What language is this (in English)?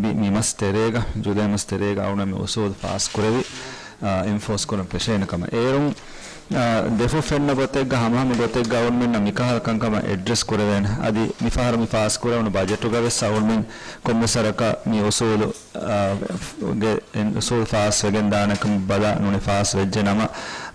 Divehi